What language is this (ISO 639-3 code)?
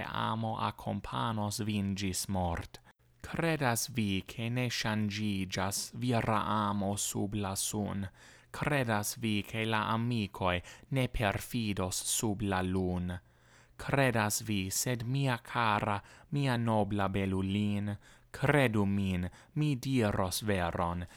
epo